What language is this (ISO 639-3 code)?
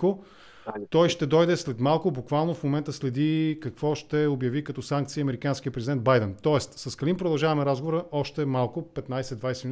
bul